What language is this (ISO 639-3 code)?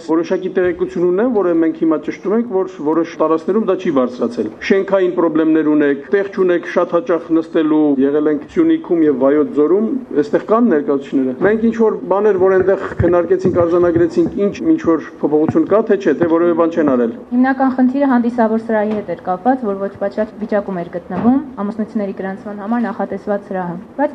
hye